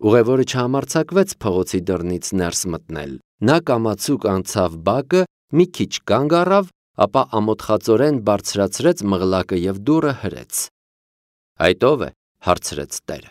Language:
Armenian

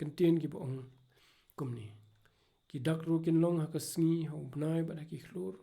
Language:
Khasi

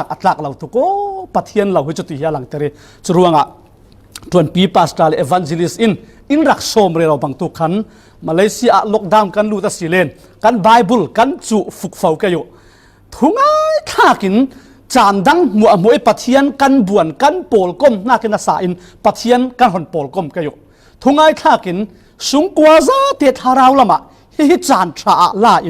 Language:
Falam Chin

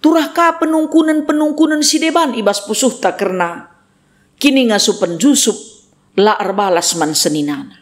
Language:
Batak Karo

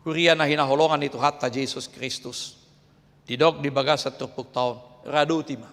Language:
Batak Toba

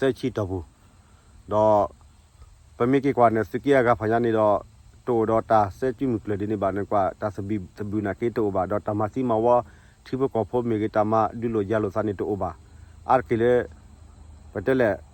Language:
S'gaw Karen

